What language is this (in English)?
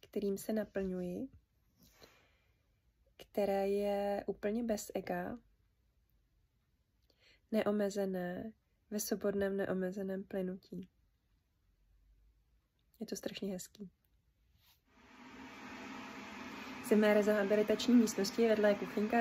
Czech